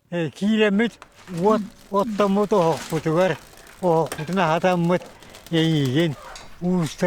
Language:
Yakut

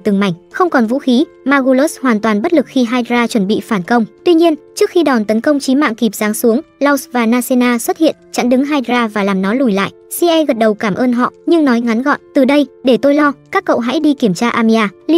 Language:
Vietnamese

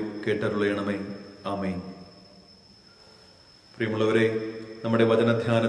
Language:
Malayalam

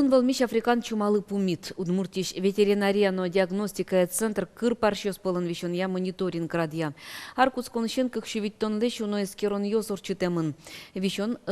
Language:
Udmurt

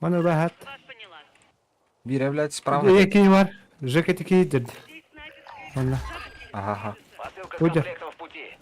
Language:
Yakut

